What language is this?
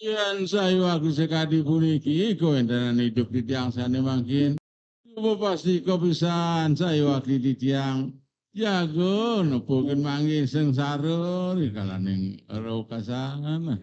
Balinese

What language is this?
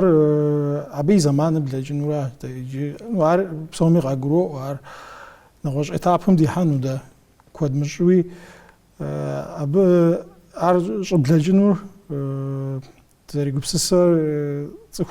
Kabardian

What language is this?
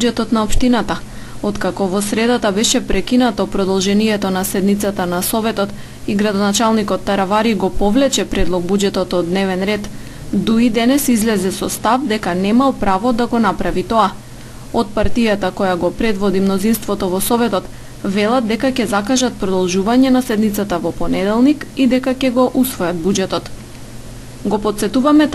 Macedonian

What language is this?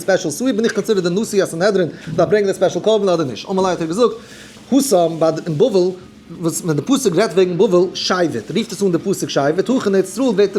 Yiddish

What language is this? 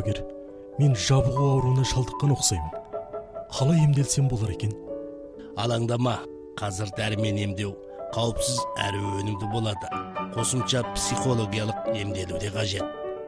Kazakh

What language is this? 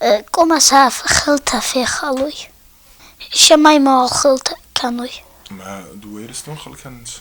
Ossetic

